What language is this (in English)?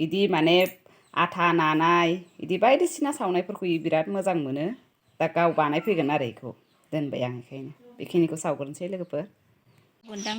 Bodo